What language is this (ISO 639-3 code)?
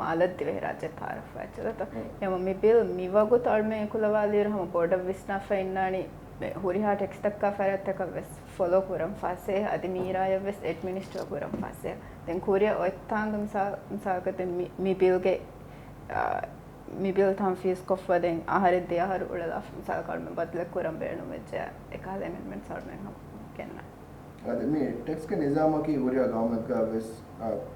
div